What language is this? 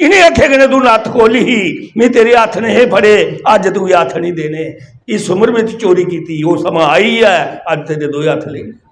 Dogri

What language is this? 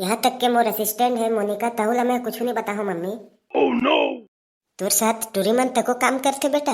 Chhattisgarhi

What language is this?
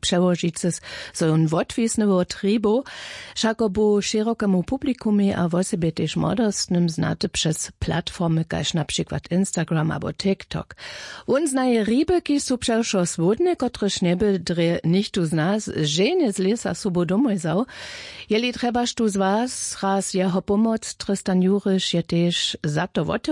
Upper Sorbian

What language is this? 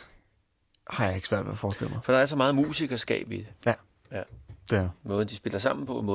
Danish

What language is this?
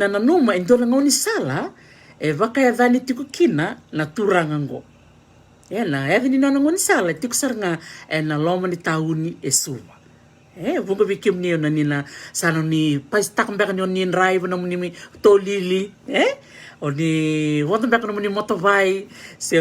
Fijian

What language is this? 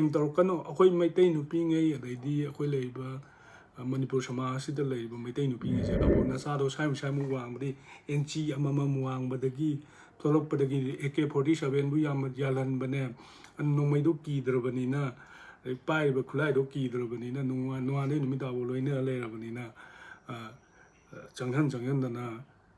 Manipuri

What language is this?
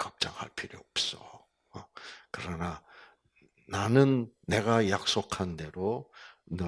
Korean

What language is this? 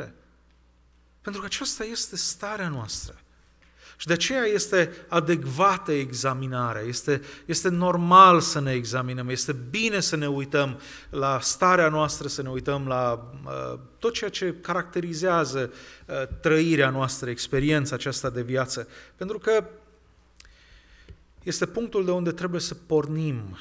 Romanian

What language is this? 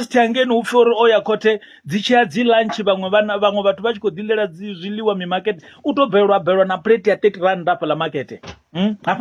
Venda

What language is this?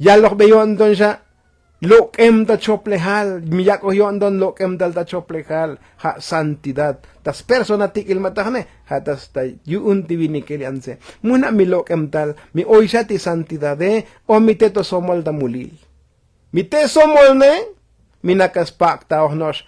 Tzotzil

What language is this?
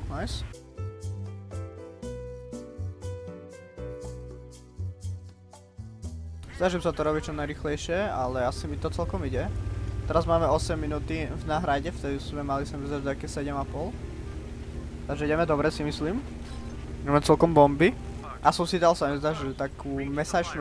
Slovak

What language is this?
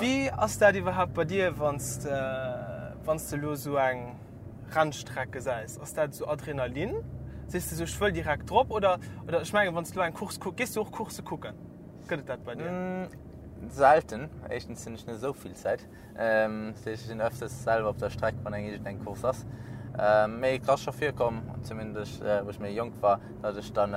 Luxembourgish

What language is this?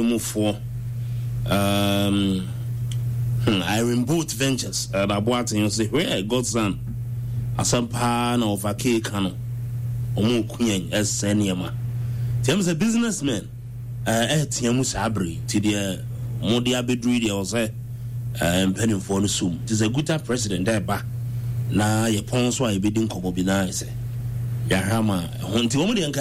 Akan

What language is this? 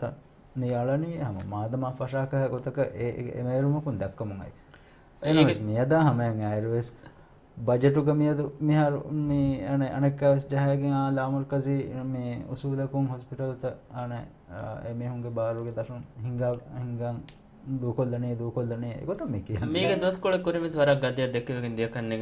Divehi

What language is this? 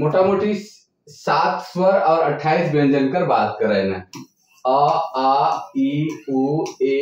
Sadri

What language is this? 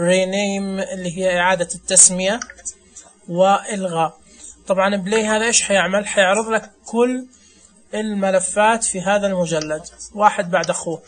Najdi Arabic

